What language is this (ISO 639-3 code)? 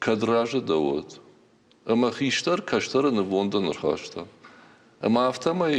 oss